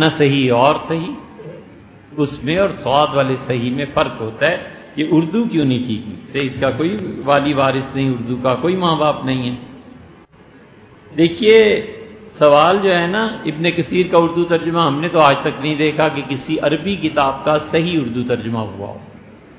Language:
Urdu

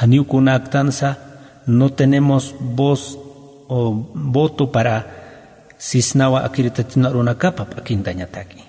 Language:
Aymara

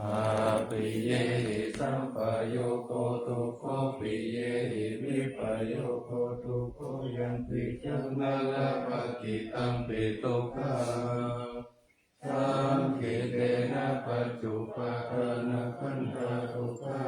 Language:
Pali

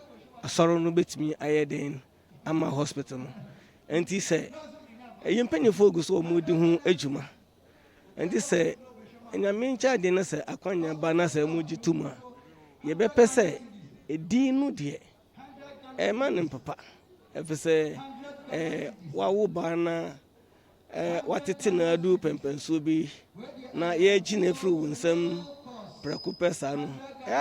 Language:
Akan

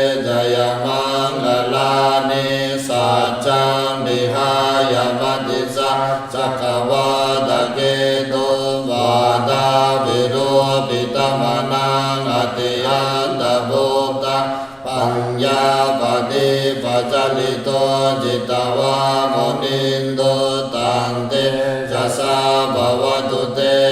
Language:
Pali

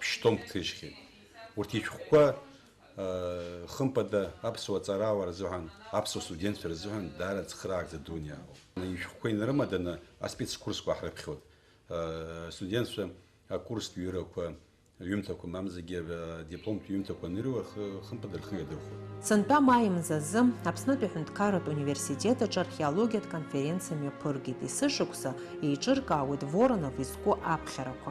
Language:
Abkhazian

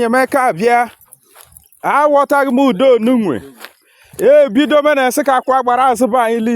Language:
Igbo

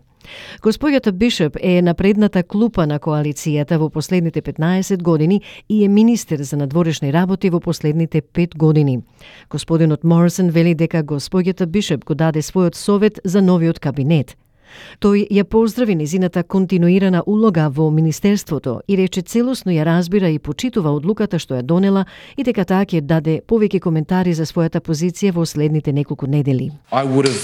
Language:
Macedonian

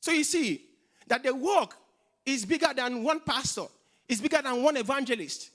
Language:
English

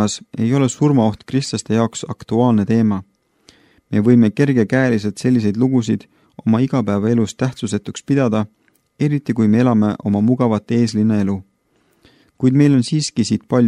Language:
Estonian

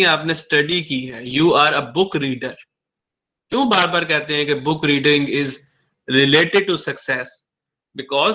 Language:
Hindi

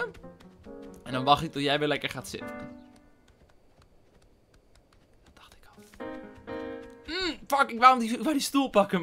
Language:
Dutch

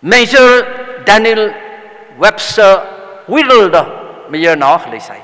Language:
Tangkhul Naga (India)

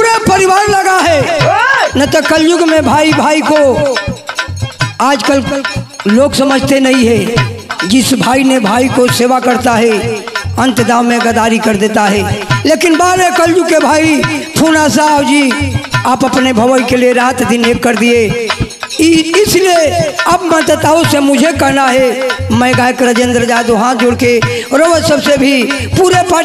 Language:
Bhojpuri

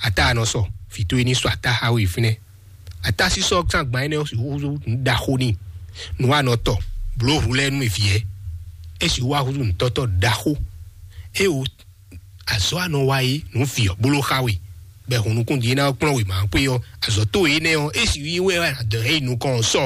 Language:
Fon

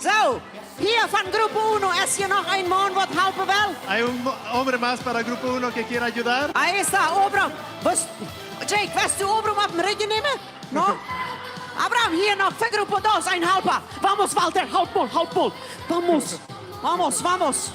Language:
Plautdietsch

